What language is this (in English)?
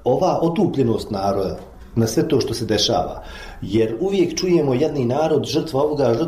Bosnian